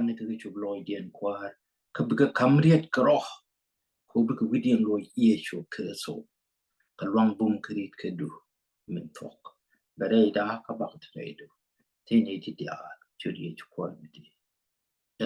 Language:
Nuer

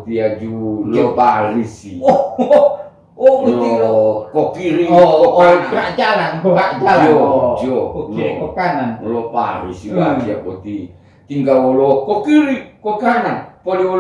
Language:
Gorontalo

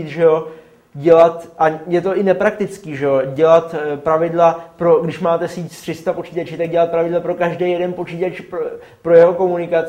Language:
Czech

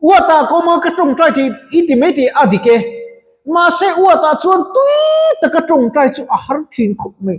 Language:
Mizo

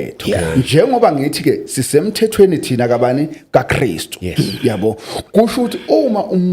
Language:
Zulu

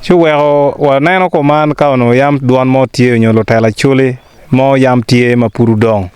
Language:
Acoli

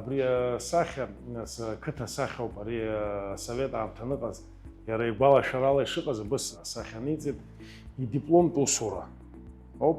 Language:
Abkhazian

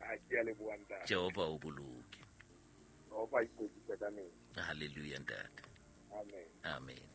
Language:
Southern Sotho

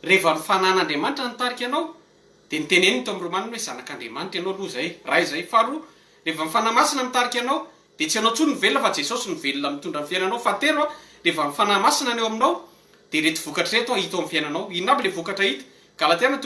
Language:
Malagasy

